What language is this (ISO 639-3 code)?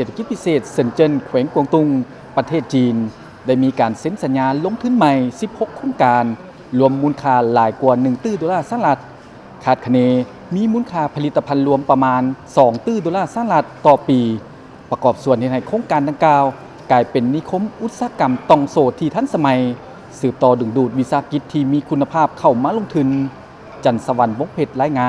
lao